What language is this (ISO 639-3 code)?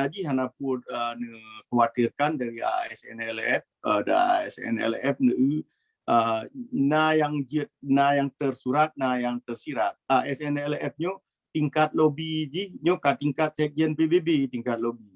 ace